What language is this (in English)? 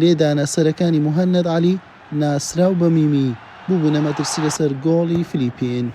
Central Kurdish